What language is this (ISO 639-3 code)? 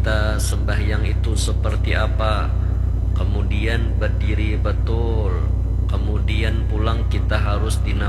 bjn